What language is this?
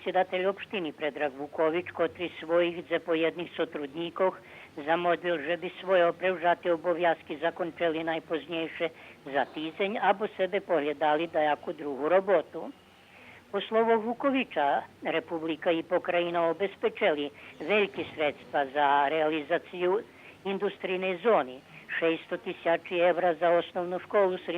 Rusyn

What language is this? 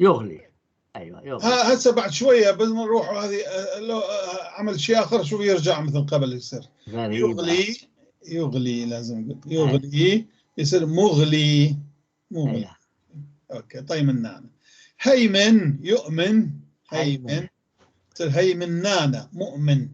North Levantine Arabic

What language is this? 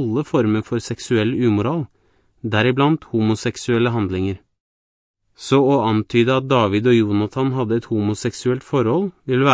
Norwegian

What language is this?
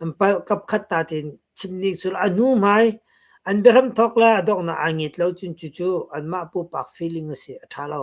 Hakha Chin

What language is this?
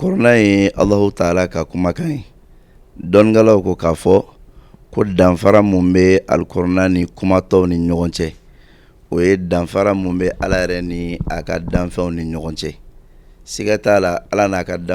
Bambara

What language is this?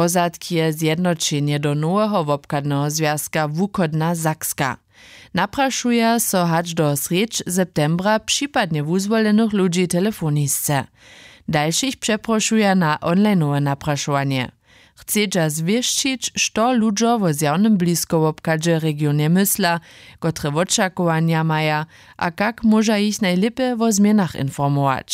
Upper Sorbian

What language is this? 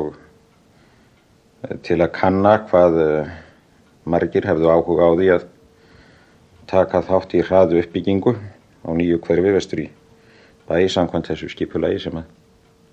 Icelandic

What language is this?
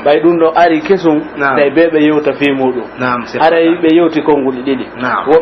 Pular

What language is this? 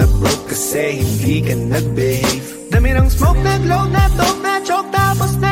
Filipino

